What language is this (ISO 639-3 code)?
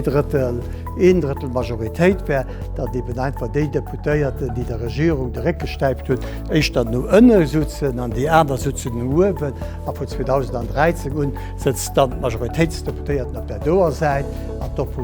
ltz